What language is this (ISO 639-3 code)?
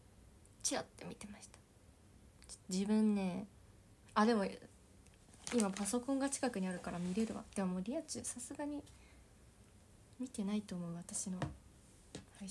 jpn